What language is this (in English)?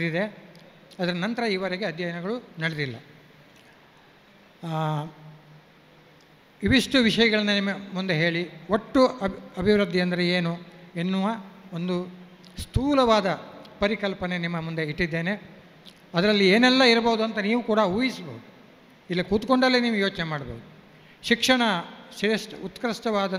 Kannada